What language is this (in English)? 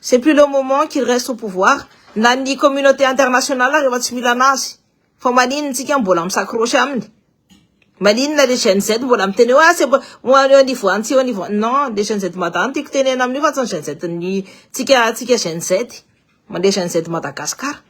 Malagasy